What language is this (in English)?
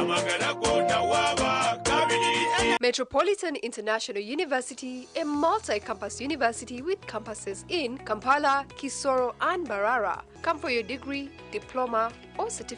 Nyankole